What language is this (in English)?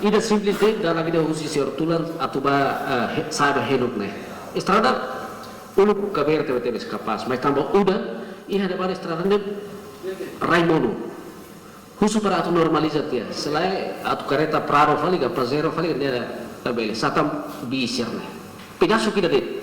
Tetum